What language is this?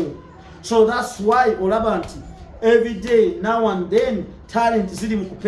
Ganda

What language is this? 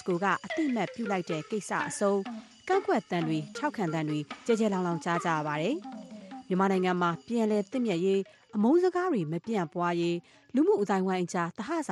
Burmese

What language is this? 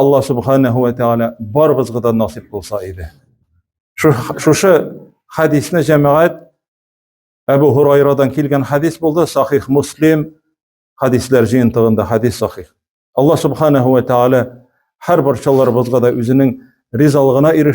Tatar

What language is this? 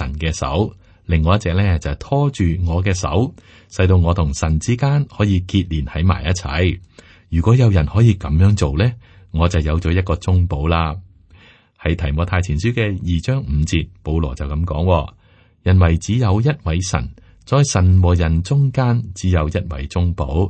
Cantonese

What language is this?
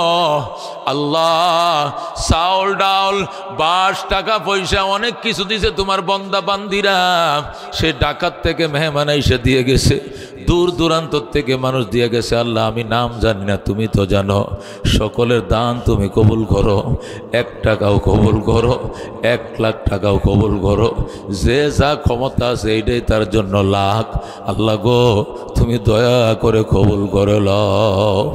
Bangla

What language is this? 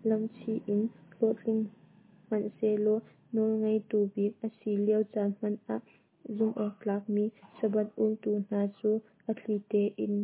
Hakha Chin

